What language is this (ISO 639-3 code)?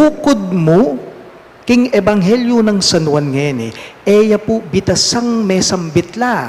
pam